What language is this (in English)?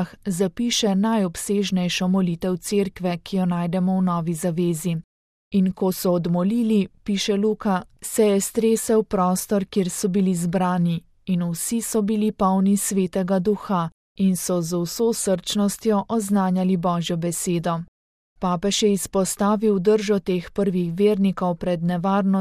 Slovenian